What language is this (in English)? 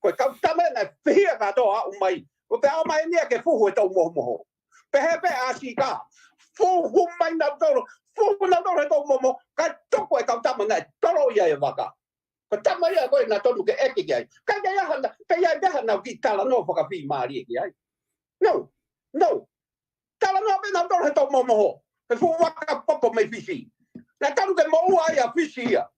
Tongan